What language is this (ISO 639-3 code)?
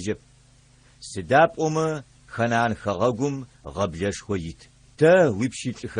ady